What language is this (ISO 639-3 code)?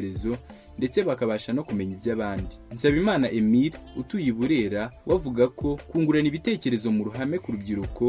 kin